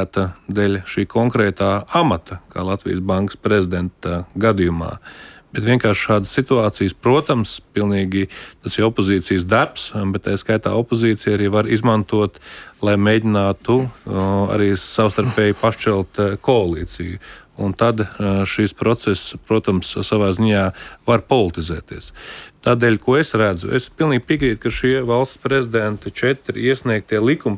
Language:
Latvian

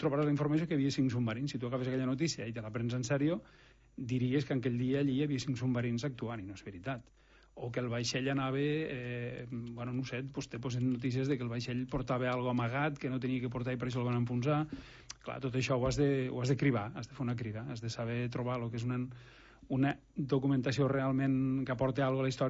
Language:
Catalan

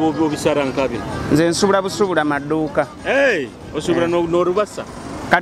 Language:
Nyoro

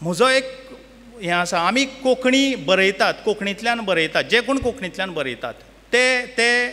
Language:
Konkani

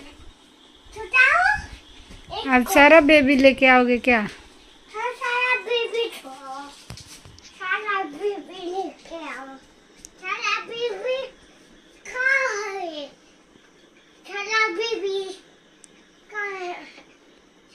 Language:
Hindi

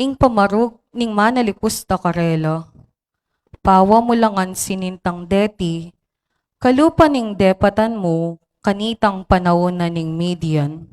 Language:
Pampanga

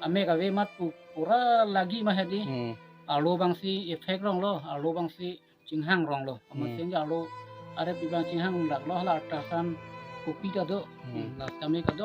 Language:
Karbi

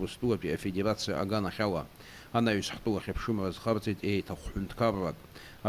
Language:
Abkhazian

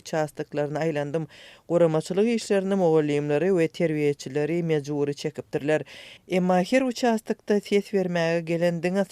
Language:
Turkmen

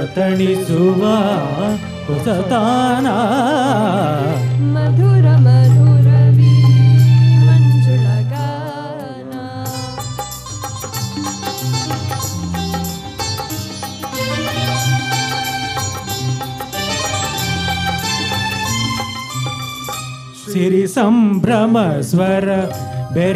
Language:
Kannada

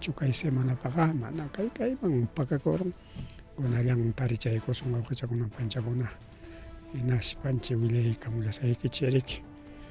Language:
Ayacucho Quechua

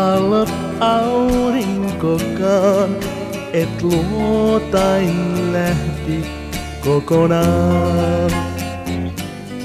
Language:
Finnish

